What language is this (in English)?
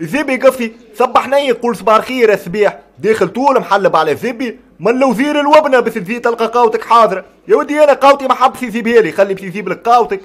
Tunisian Arabic